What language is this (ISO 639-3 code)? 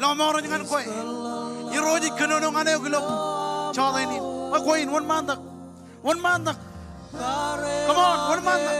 mah